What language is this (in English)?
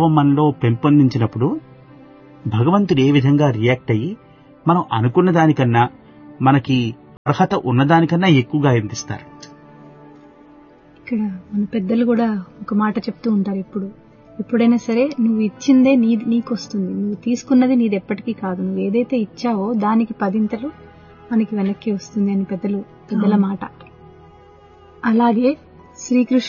Telugu